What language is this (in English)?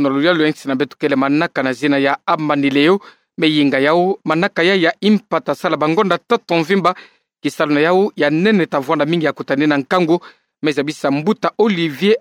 Kituba (Democratic Republic of Congo)